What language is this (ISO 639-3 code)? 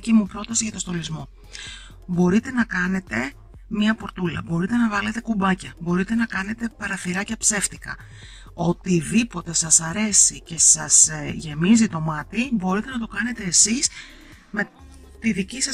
ell